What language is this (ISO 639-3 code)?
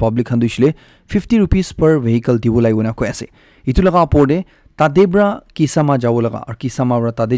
nag